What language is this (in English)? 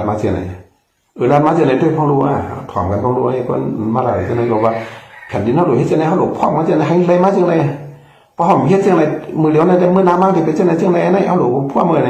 Shan